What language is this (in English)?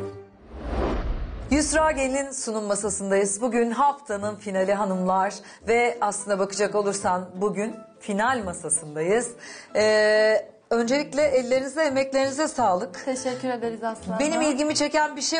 Turkish